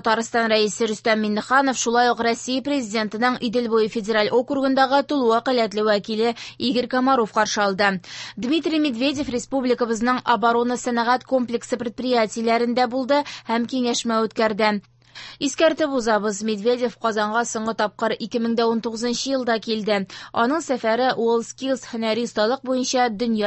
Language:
Tatar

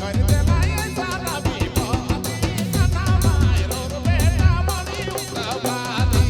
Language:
Sadri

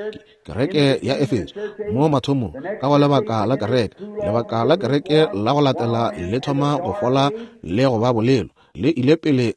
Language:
Northern Sotho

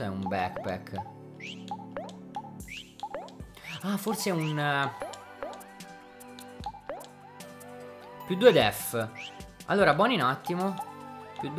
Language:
Italian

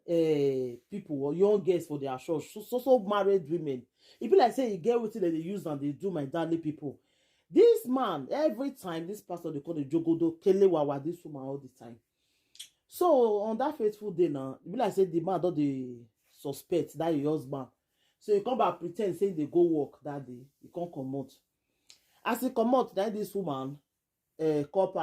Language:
Nigerian Pidgin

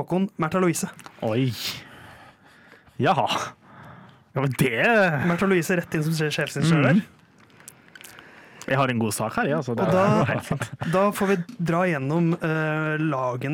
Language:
Norwegian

